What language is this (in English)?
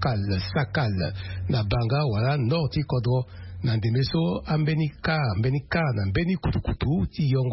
Sango